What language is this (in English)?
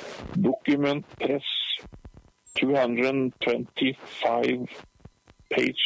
Norwegian